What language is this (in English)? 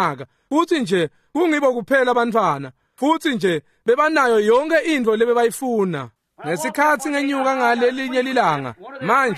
Swati